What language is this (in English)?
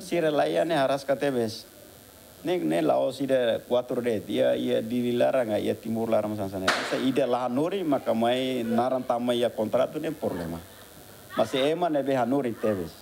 Tetum